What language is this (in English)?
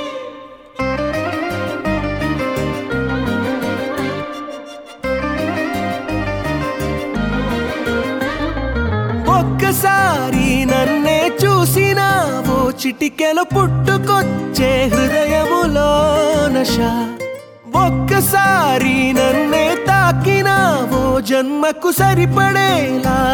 Telugu